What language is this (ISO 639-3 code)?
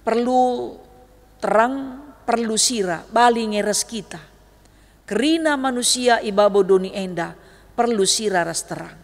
btx